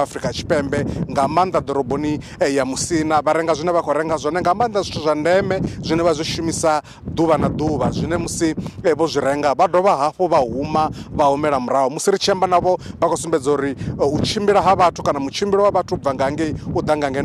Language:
Venda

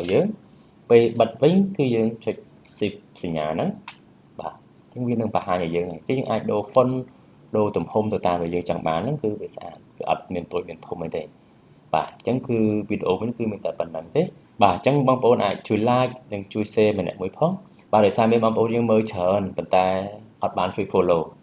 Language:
Khmer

